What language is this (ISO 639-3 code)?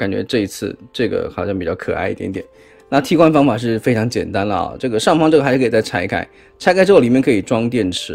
zho